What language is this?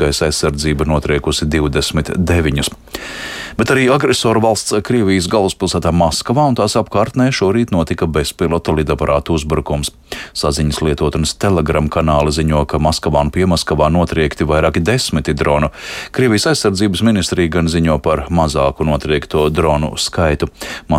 Latvian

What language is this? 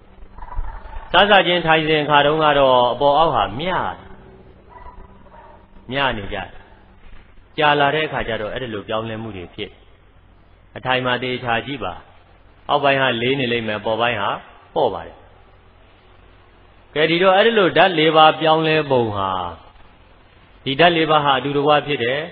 Burmese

